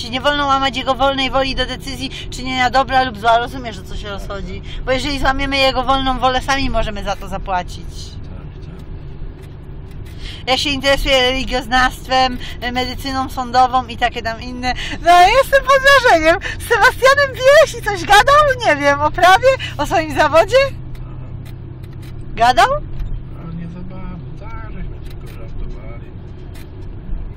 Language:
Polish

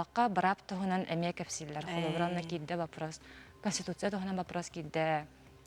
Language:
Yakut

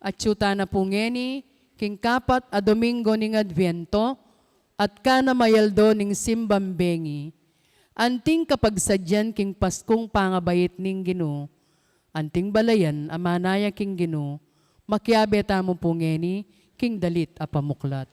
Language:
Pampanga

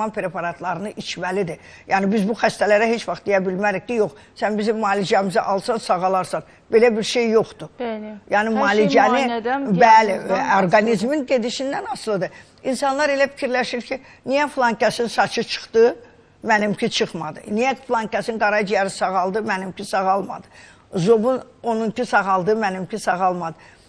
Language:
Azerbaijani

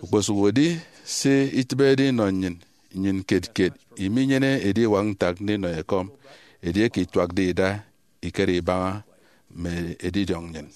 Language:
Efik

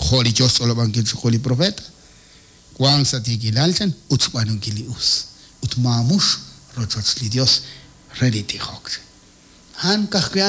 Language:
Kekchí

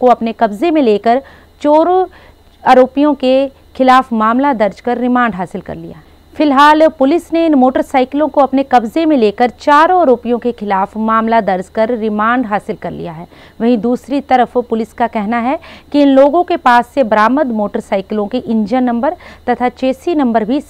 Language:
Hindi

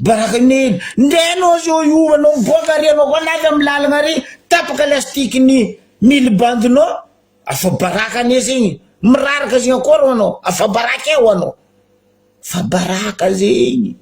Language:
Malagasy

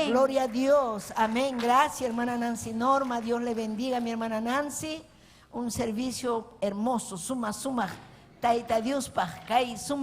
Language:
Ayacucho Quechua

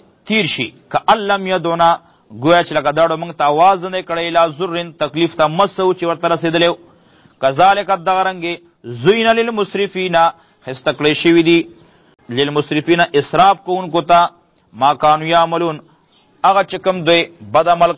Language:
Pashto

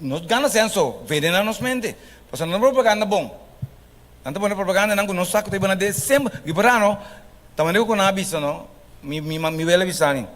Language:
Papiamento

